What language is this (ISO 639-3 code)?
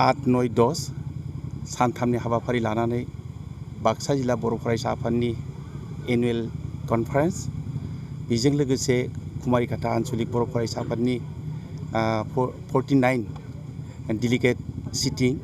brx